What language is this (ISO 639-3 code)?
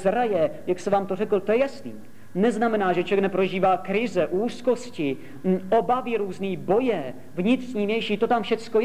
ces